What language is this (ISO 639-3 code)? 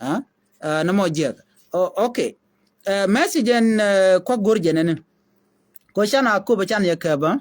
nus